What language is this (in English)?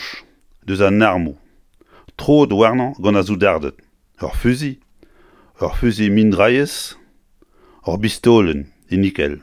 Breton